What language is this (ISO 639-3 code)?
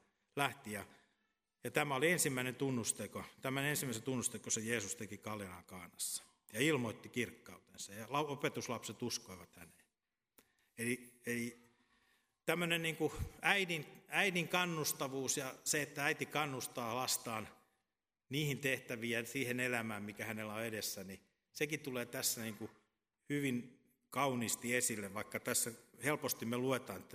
fin